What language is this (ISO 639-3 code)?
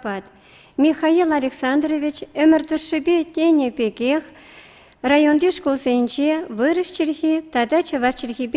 chv